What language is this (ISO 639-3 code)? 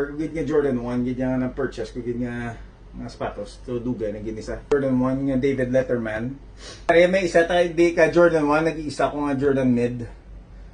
hil